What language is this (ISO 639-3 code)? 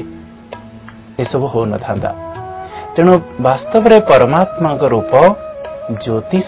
ori